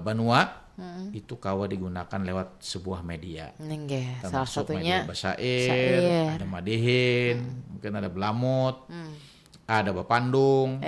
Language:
Banjar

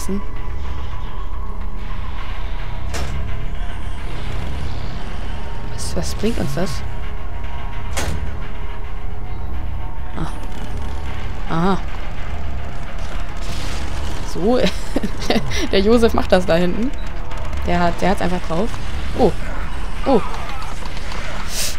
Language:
German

